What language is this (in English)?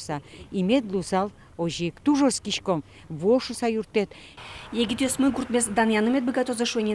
Udmurt